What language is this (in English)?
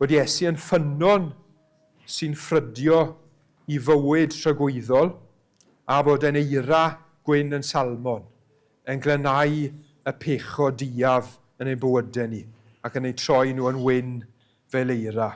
Welsh